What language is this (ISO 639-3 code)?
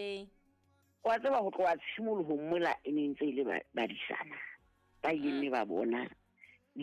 sot